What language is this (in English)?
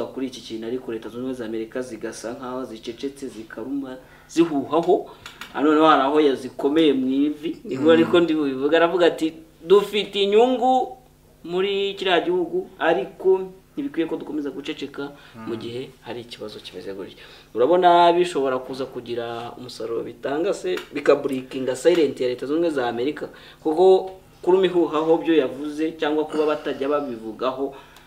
Kinyarwanda